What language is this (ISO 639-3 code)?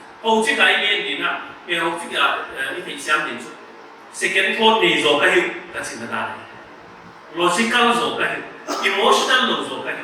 pck